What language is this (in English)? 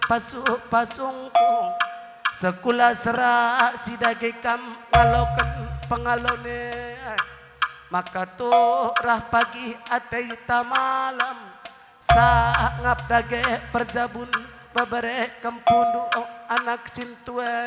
Batak Karo